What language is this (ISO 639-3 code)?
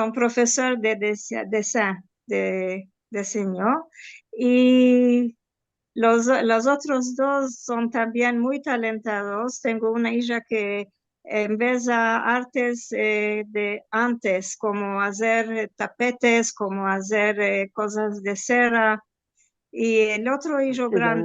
lad